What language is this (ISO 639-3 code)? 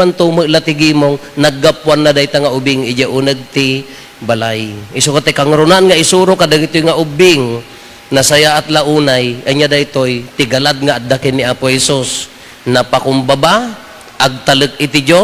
ilo